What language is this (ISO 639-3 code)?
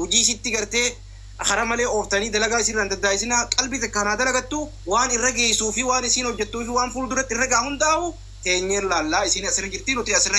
orm